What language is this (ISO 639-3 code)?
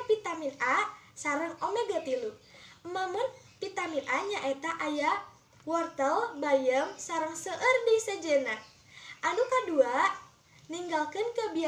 sun